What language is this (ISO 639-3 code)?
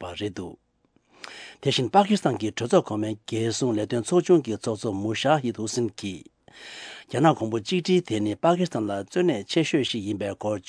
bod